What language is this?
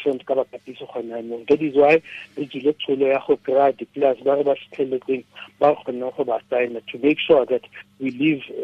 Tswana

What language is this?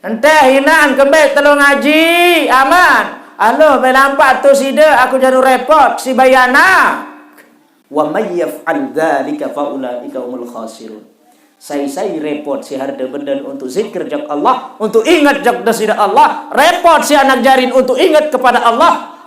Sasak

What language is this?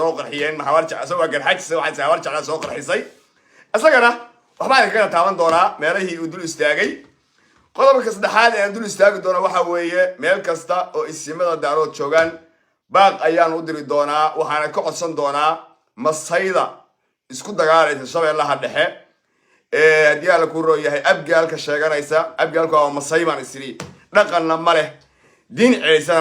Somali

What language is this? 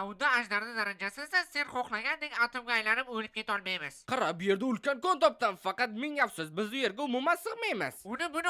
Uzbek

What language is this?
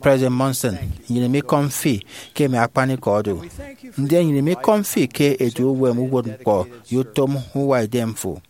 Efik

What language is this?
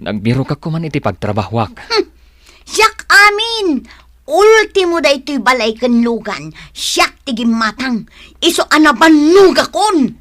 Iloko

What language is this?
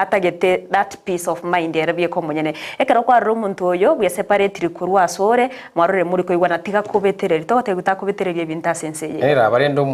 Gusii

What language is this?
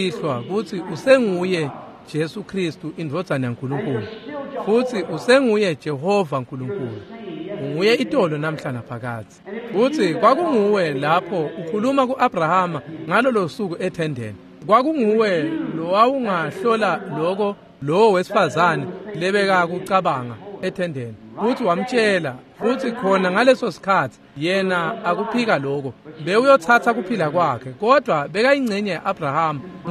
Swati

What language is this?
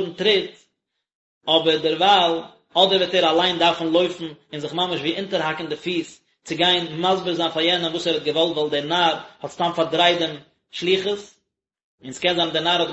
Yiddish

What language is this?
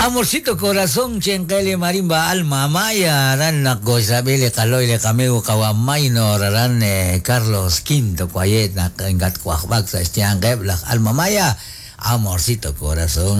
Kekchí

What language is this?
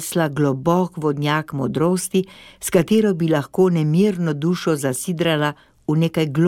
Slovenian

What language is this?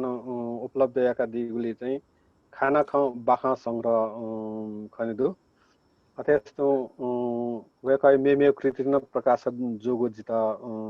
Newari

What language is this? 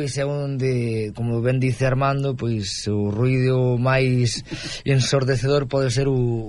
Galician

